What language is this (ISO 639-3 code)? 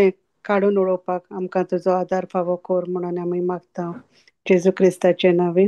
kok